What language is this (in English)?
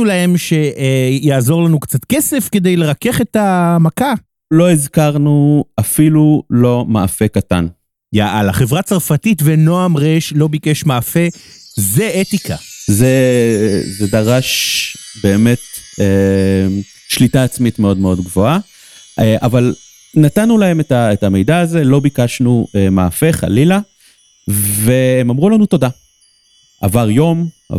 Hebrew